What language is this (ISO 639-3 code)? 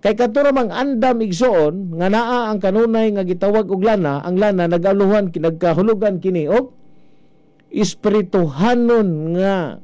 ceb